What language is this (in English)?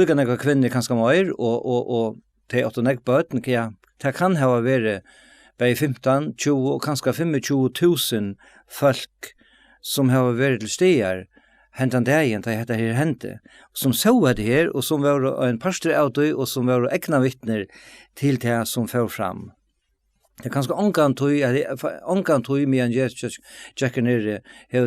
Faroese